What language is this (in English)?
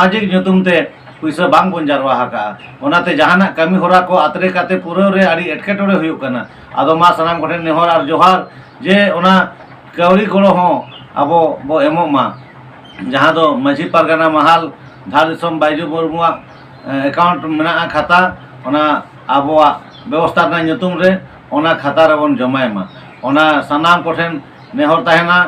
Santali